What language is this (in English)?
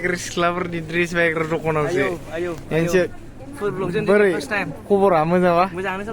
Bodo